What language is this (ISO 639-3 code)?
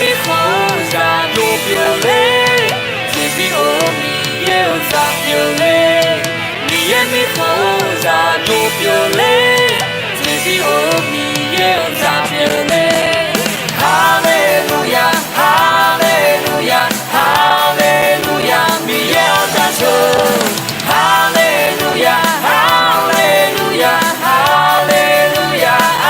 ahk